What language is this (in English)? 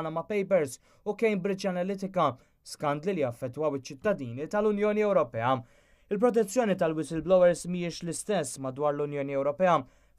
Maltese